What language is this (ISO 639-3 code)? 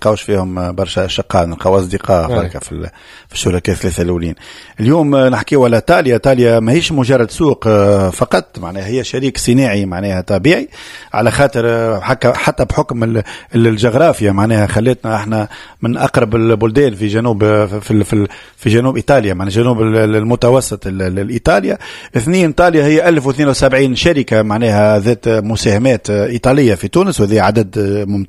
aeb